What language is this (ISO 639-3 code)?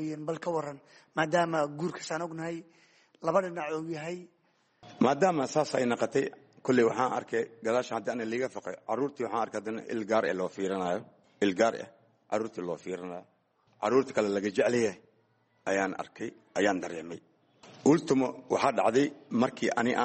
som